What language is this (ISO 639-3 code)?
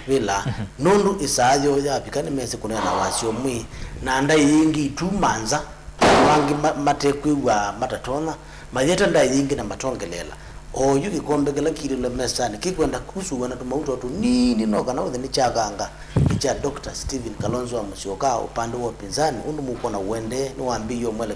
kam